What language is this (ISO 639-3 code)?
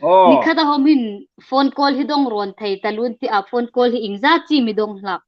hmr